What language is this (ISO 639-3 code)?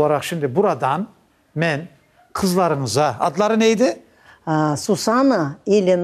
crh